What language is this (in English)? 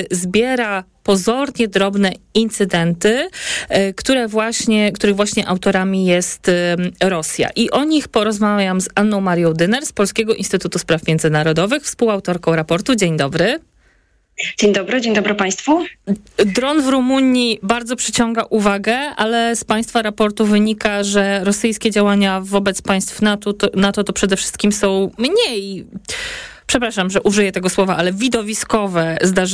Polish